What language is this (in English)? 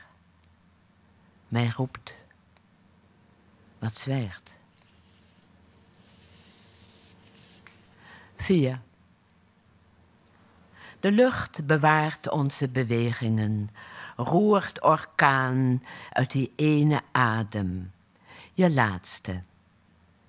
Dutch